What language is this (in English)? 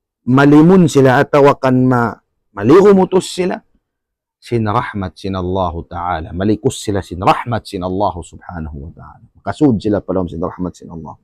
Tausug